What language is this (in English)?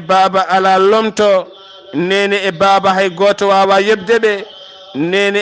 Fula